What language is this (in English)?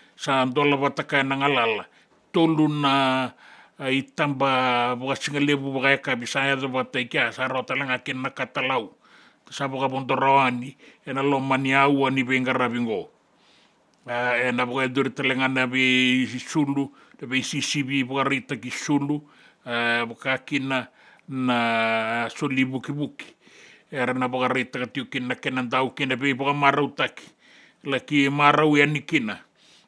Fijian